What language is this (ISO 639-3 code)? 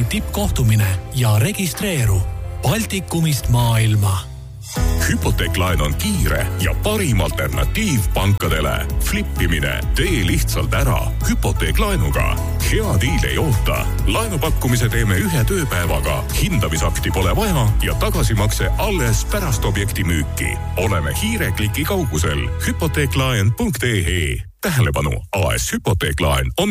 est